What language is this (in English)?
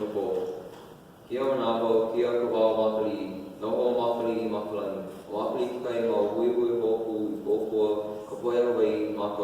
Hawaiian